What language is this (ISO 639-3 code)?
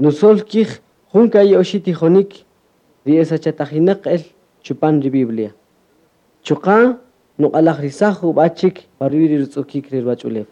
cak